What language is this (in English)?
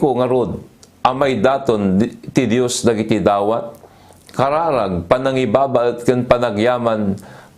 Iloko